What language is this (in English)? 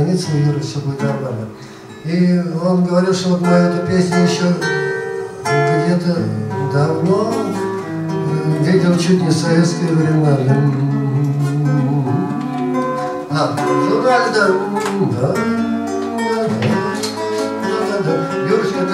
Russian